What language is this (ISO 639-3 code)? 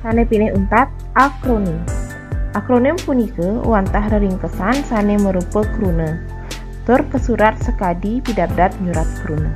ban